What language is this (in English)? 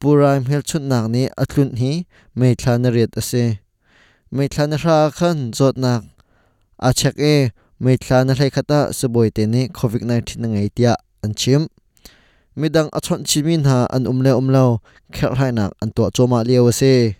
Hakha Chin